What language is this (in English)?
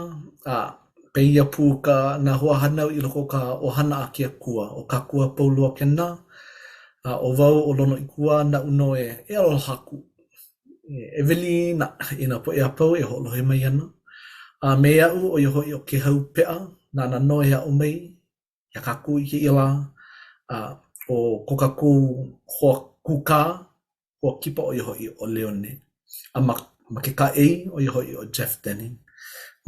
Hawaiian